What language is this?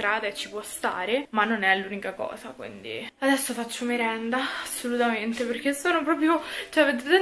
Italian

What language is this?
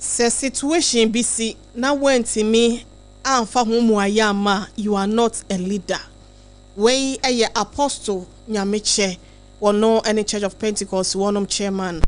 Akan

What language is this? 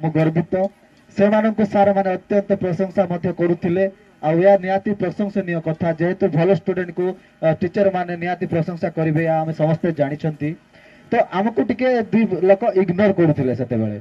Odia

